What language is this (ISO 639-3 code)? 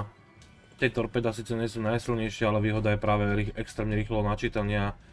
slk